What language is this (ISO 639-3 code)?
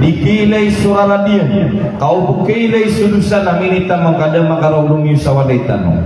mrw